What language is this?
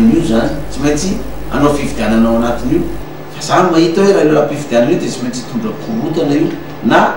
Malagasy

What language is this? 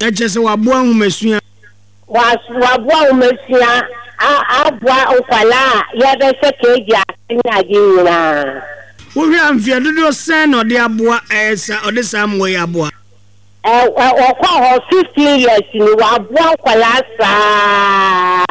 Akan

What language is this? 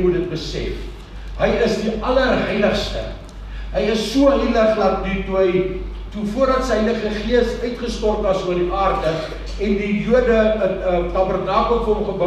Afrikaans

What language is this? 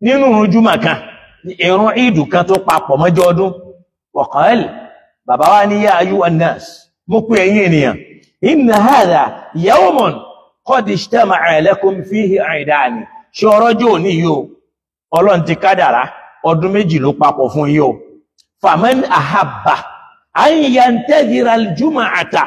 Yoruba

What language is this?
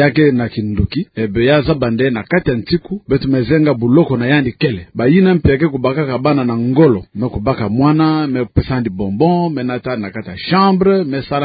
Kituba (Democratic Republic of Congo)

